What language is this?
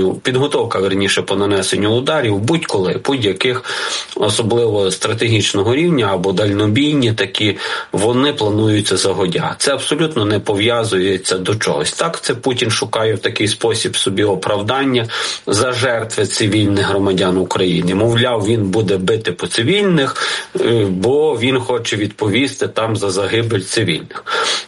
Ukrainian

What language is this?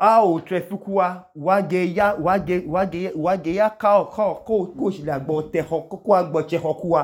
Idoma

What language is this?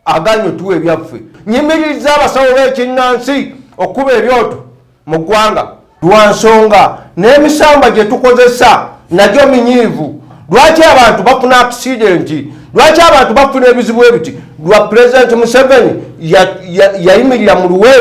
Ganda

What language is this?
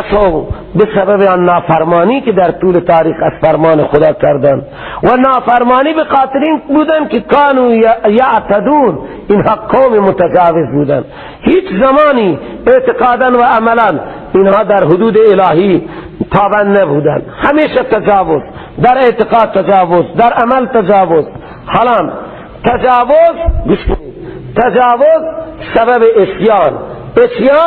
Persian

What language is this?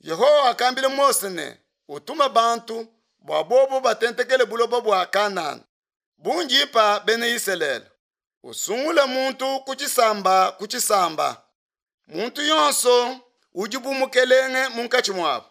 Luba-Lulua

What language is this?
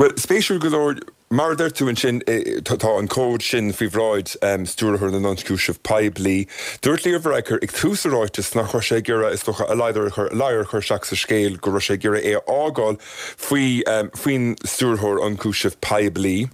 Irish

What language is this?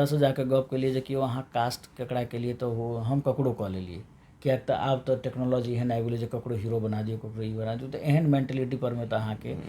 Maithili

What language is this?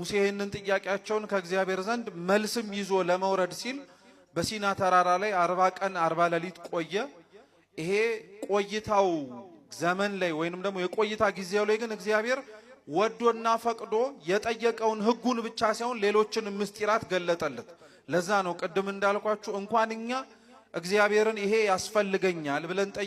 Amharic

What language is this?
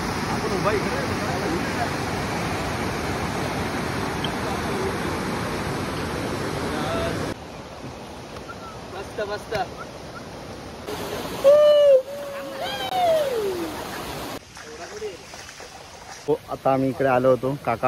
Marathi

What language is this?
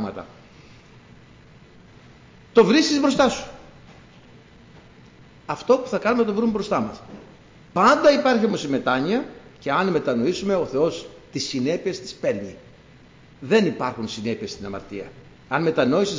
Greek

